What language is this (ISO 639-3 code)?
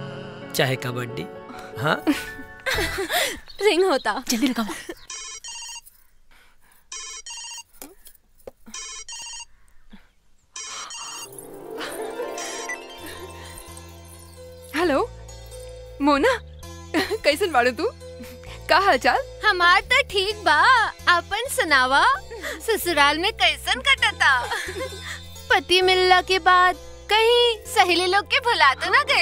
bho